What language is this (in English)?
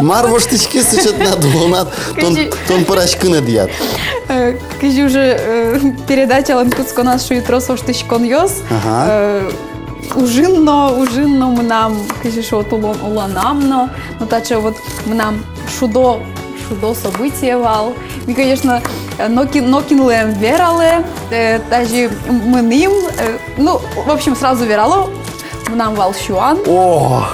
Udmurt